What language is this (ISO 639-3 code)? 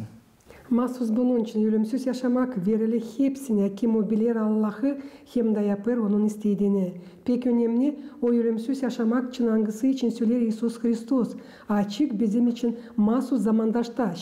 gag